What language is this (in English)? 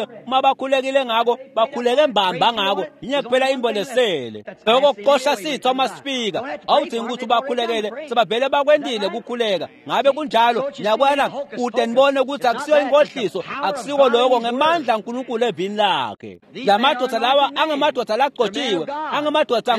Swati